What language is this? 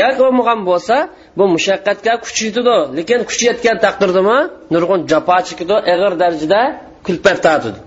Uyghur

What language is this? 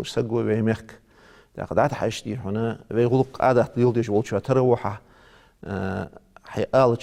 Ingush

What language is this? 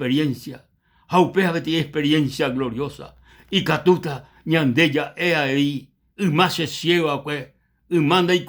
Guarani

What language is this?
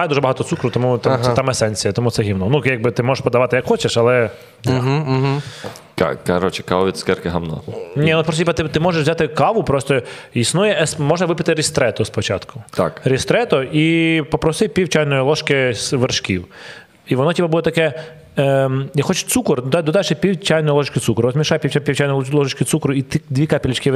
Ukrainian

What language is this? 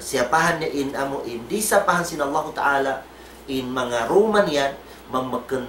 Tausug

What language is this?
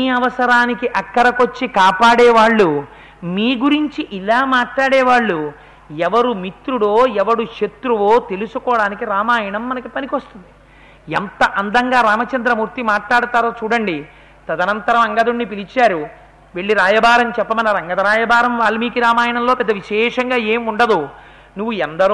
Telugu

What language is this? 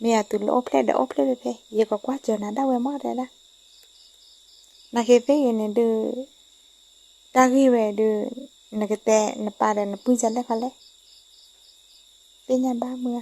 S'gaw Karen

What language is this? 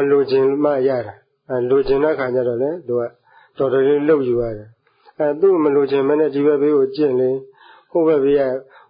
Burmese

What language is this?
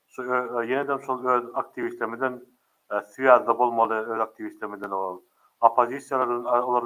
Turkmen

